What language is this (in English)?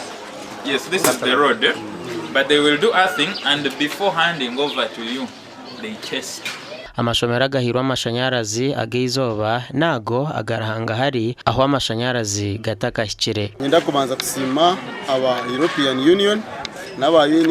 Nyankole